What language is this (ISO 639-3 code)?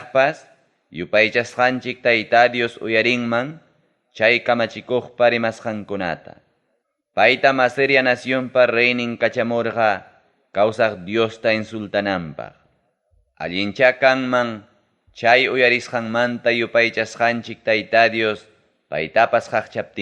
quy